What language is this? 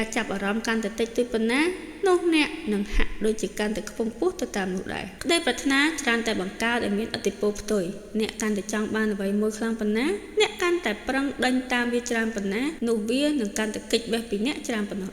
Khmer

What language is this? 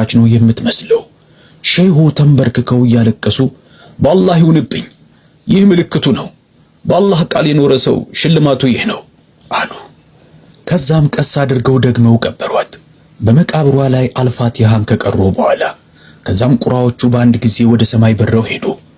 Amharic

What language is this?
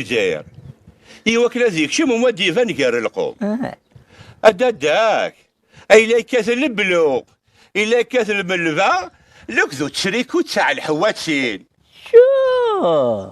Kabyle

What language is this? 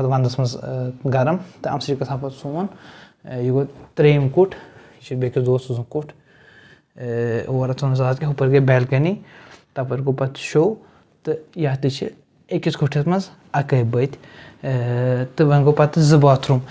Kashmiri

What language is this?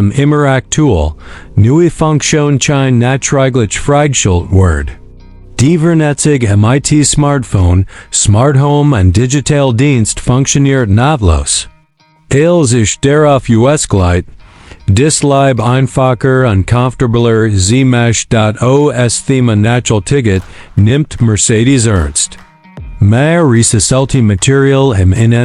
Swiss German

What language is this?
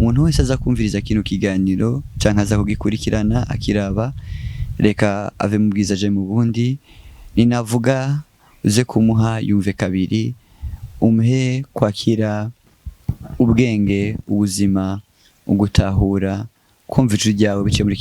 Rundi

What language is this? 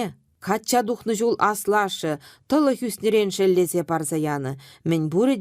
Chuvash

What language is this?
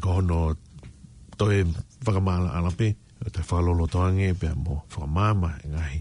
Tongan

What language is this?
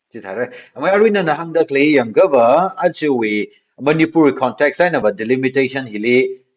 Tangkhul Naga (India)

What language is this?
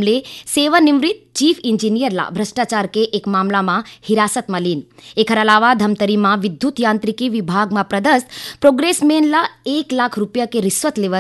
Chhattisgarhi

